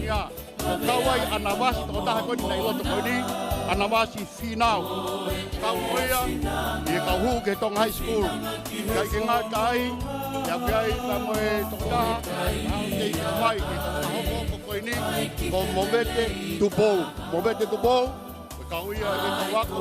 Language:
Tongan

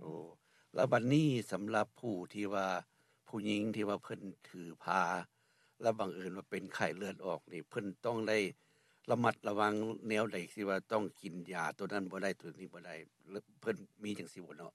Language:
Lao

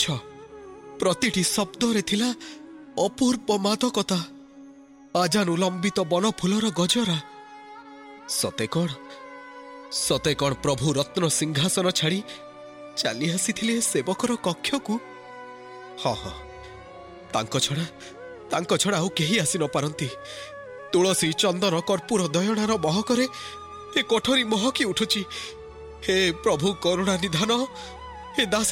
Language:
Odia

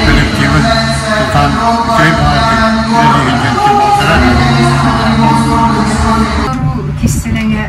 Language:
Yakut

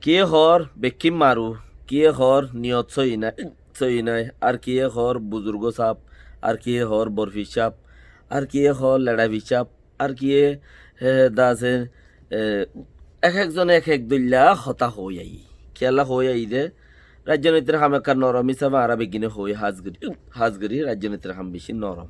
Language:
Rohingya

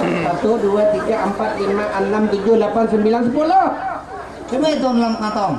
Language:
Banjar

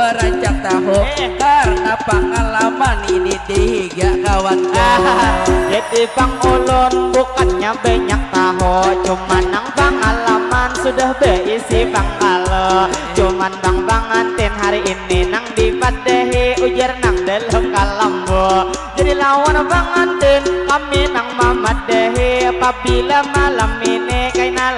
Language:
Banjar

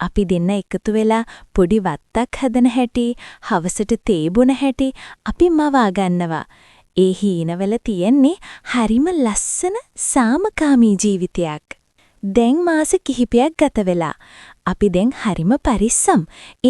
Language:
Sinhala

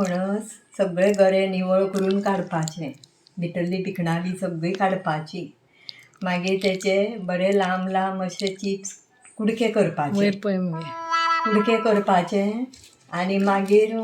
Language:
Konkani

